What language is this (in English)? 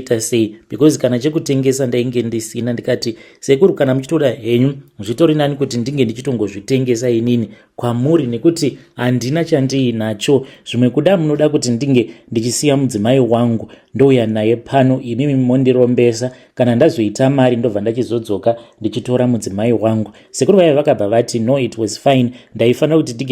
Shona